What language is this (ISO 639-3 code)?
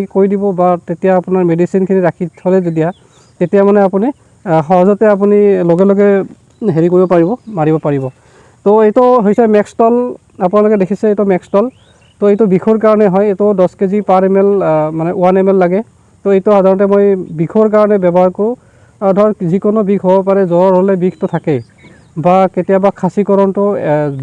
asm